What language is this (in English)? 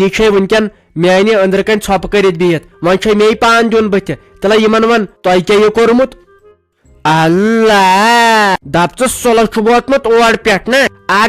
Kashmiri